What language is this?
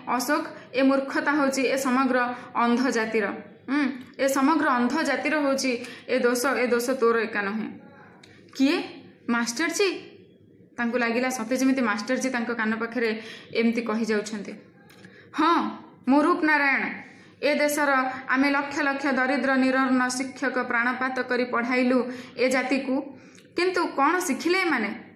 Odia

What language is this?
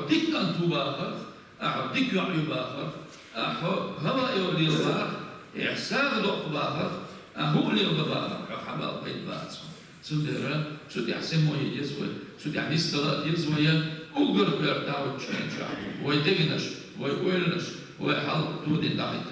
Chechen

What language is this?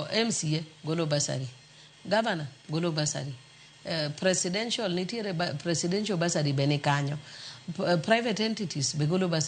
Luo (Kenya and Tanzania)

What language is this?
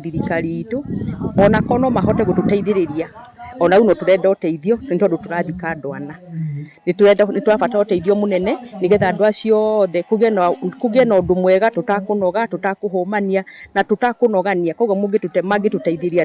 Kikuyu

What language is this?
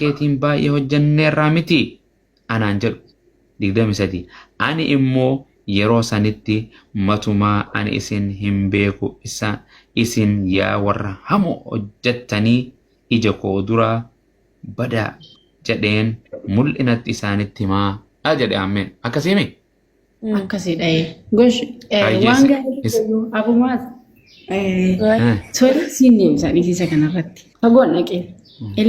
Oromo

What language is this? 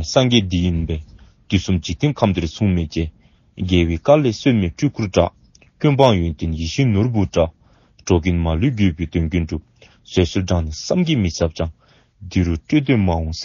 Dzongkha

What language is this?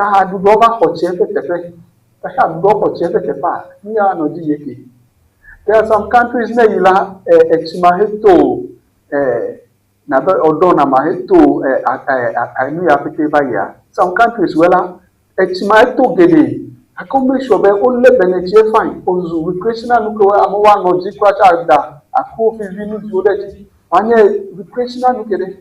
Ewe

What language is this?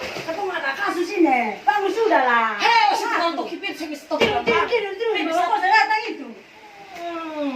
Ambonese Malay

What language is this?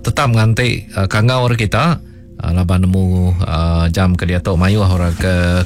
Iban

